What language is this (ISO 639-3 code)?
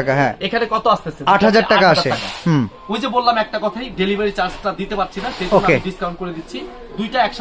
ben